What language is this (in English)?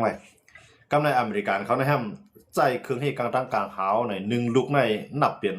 Shan